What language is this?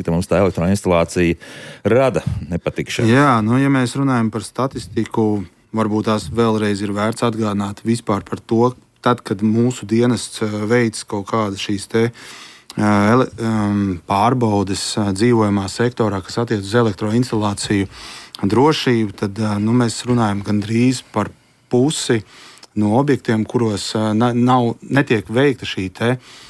Latvian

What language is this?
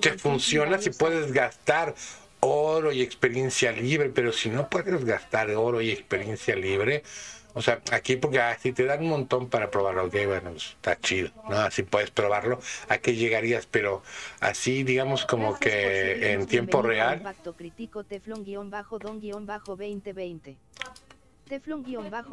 Spanish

